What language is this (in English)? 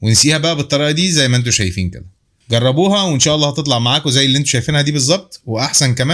Egyptian Arabic